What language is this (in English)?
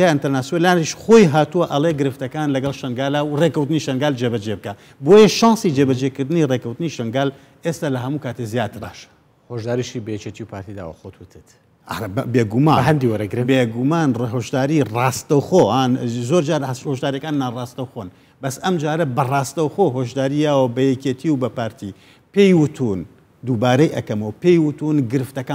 Central Kurdish